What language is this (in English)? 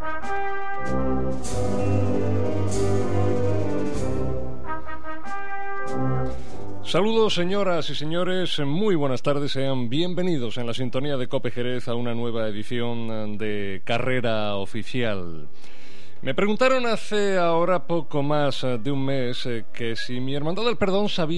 Spanish